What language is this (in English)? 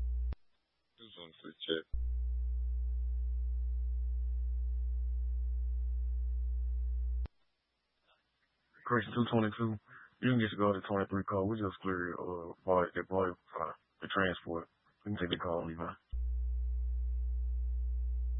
English